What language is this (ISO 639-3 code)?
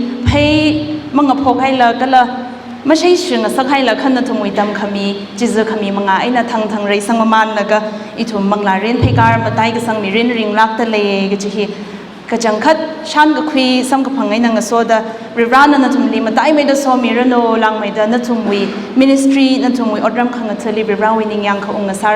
nmf